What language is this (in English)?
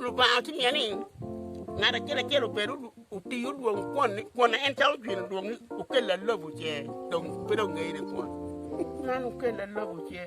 Acoli